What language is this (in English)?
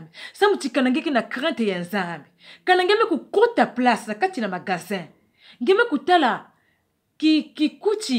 Kituba (Democratic Republic of Congo)